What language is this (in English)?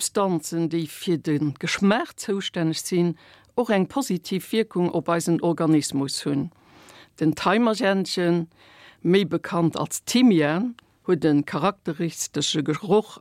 Luxembourgish